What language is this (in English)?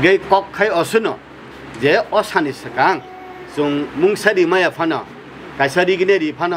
Kok Borok